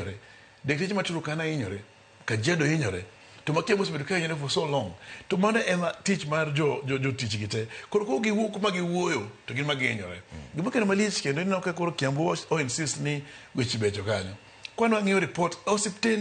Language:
Luo (Kenya and Tanzania)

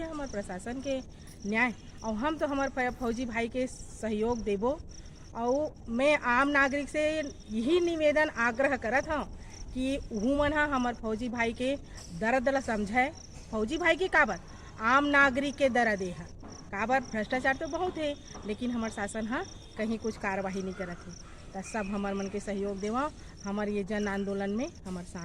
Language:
Chhattisgarhi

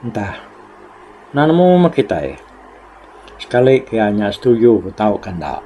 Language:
Iban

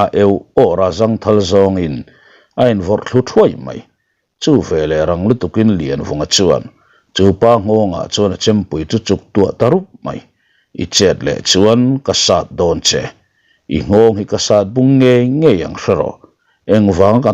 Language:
Mizo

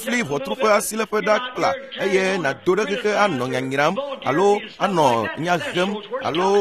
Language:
Ewe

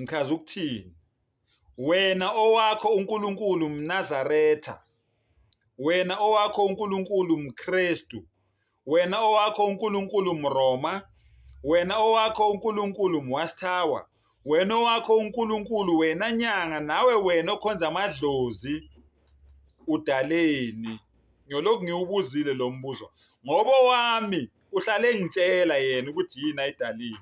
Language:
Zulu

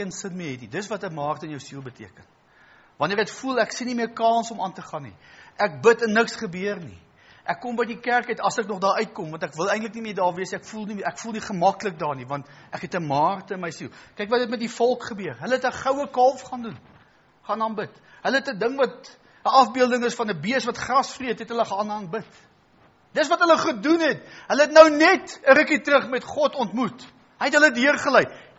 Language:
Afrikaans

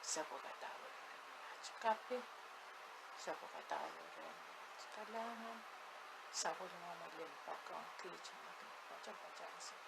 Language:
Pohnpeian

